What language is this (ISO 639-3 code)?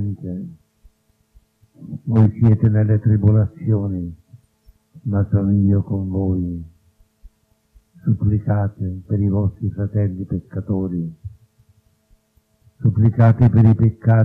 ita